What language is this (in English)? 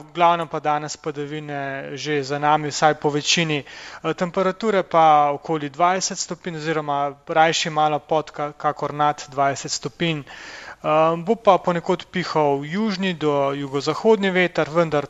Slovenian